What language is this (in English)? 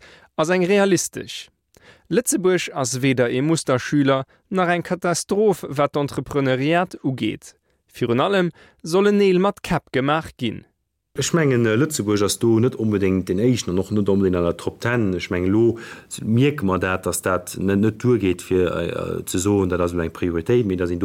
Luxembourgish